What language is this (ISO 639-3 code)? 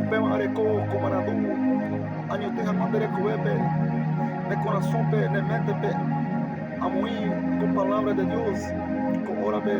grn